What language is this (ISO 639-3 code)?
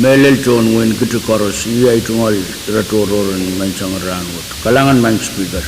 pon